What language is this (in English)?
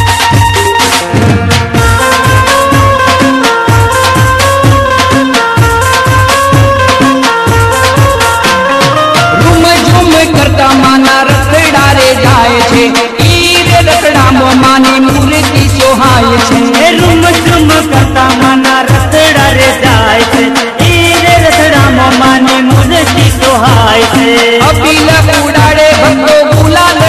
Gujarati